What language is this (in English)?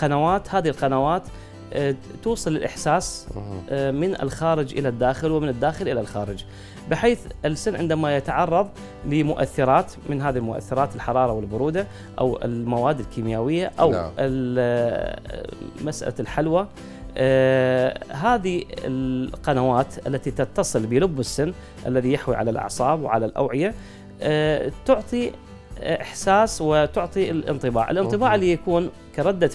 Mesopotamian Arabic